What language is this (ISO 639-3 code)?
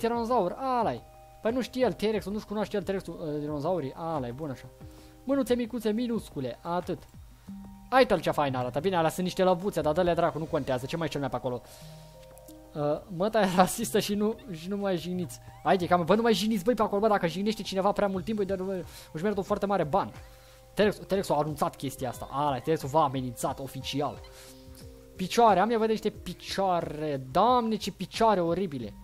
ron